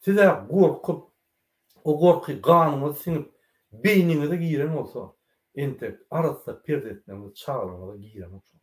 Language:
Turkmen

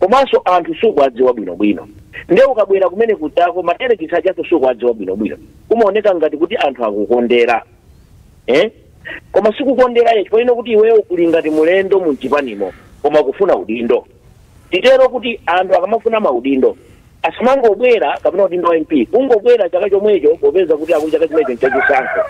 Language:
Nyanja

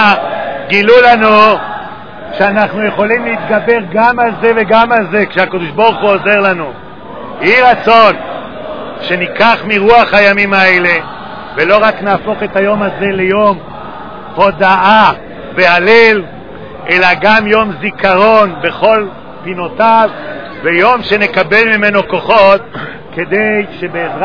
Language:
Hebrew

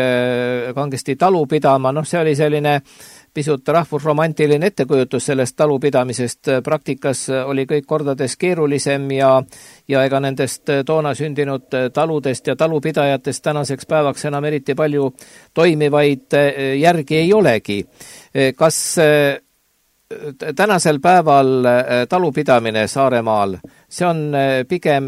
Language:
Estonian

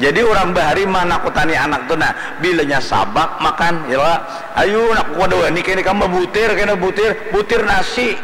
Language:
Banjar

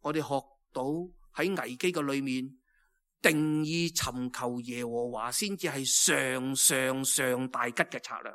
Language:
Cantonese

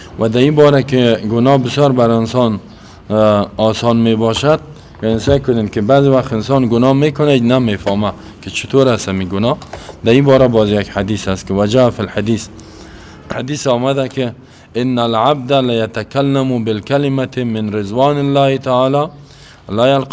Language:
Persian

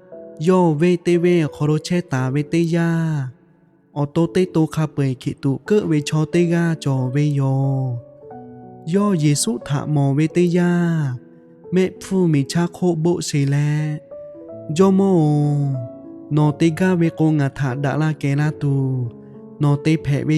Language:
Lahu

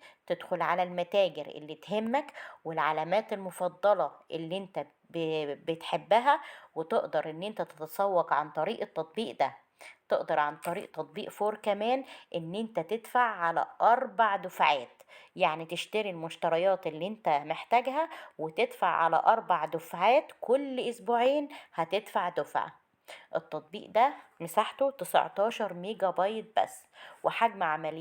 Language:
Egyptian Arabic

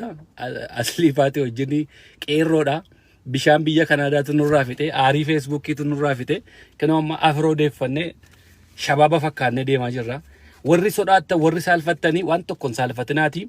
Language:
Oromo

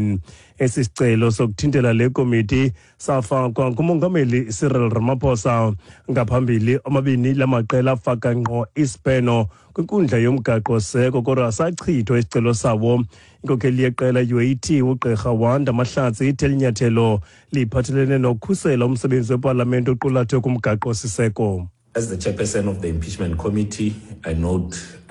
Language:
Xhosa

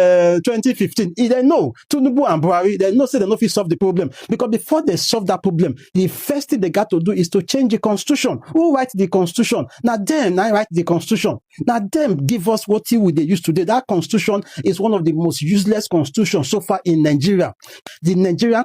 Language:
Yoruba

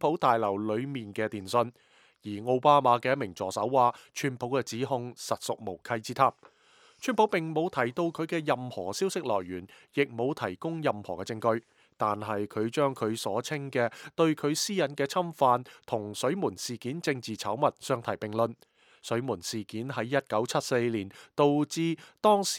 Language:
Cantonese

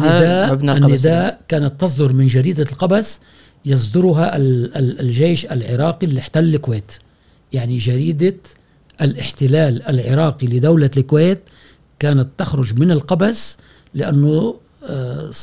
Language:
Gulf Arabic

